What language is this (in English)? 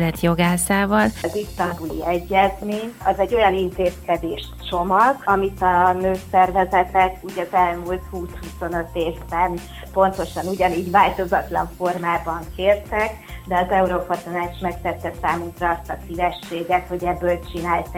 Hungarian